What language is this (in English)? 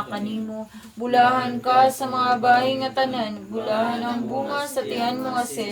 Cebuano